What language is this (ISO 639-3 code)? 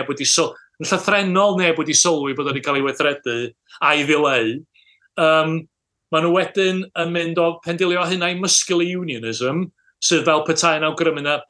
cym